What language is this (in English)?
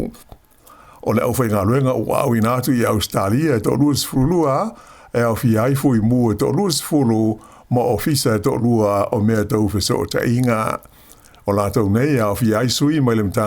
Samoan